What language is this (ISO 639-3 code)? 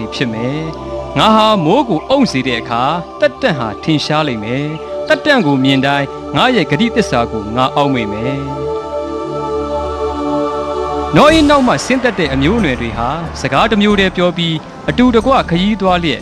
mya